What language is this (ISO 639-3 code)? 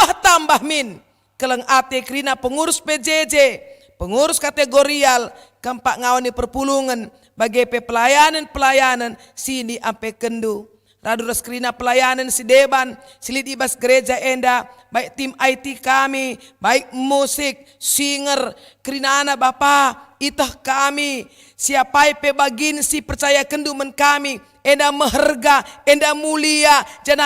btx